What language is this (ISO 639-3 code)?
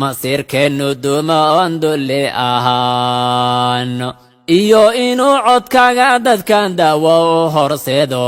som